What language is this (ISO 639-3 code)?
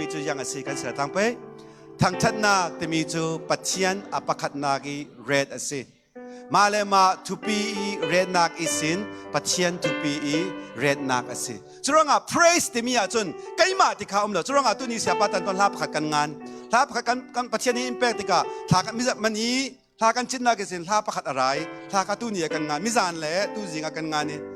cfm